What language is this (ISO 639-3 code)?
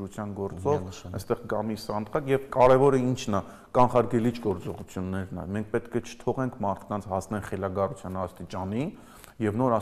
hye